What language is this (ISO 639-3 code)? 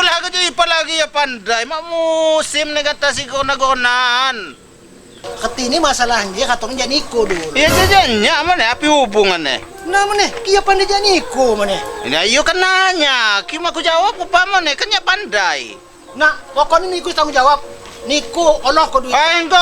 ljp